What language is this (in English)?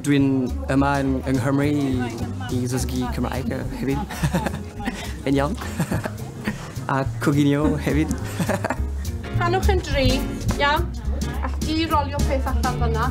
Welsh